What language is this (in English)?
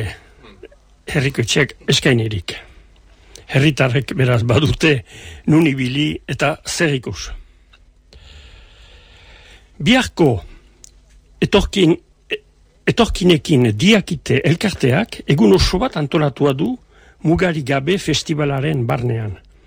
Basque